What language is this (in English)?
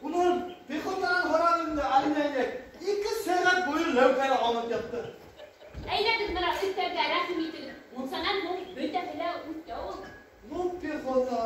Bashkir